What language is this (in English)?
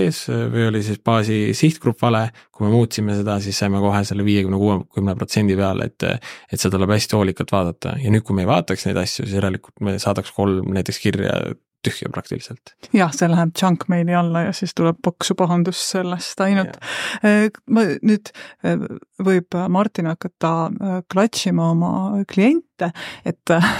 Estonian